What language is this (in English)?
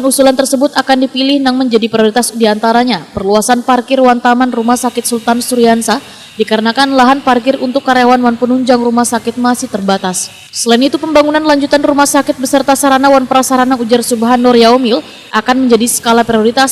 Banjar